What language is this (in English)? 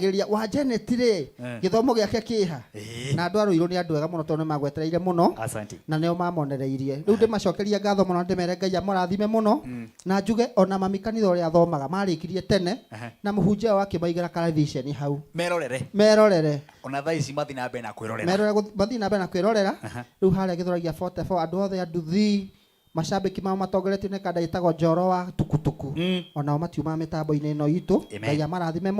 Kikuyu